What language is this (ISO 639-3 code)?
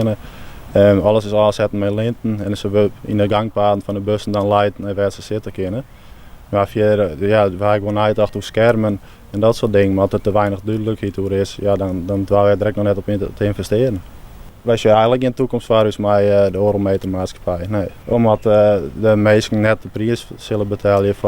fry